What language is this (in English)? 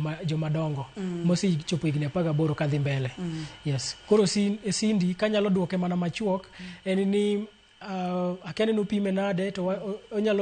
Luo (Kenya and Tanzania)